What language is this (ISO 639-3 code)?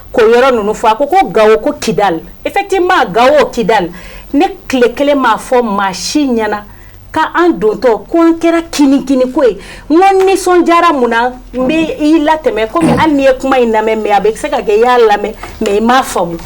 bam